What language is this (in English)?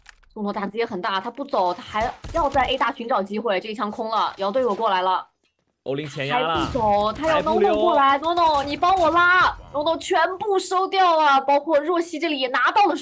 Chinese